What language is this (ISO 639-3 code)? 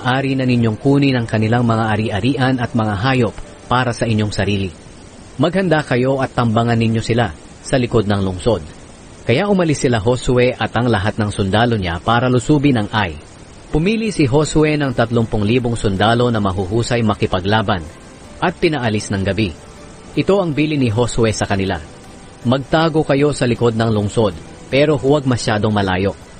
fil